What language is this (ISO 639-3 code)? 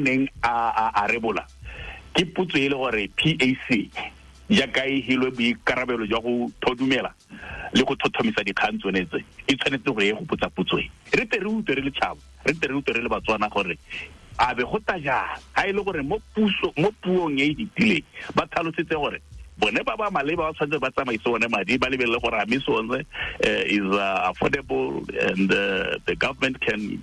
tsn